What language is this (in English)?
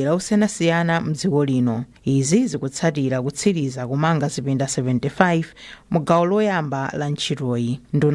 Nyanja